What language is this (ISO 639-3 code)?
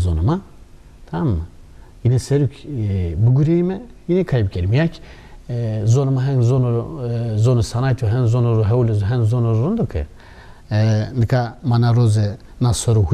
zza